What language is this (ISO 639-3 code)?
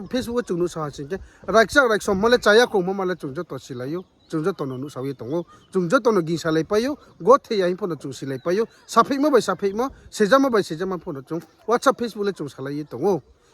ria